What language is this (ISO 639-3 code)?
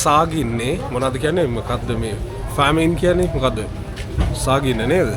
sin